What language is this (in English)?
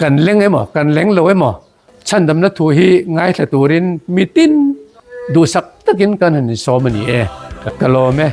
Hmar